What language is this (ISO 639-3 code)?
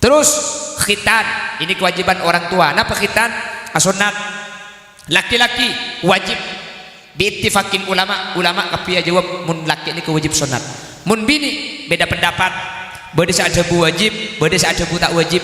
mad